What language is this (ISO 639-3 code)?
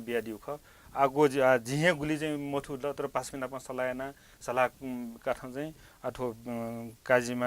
new